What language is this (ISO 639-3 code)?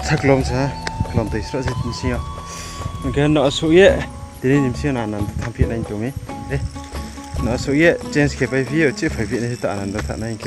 ria